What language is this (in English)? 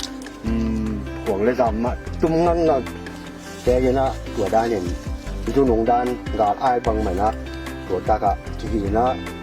Tedim Chin